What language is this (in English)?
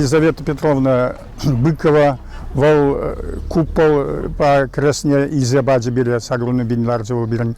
Chuvash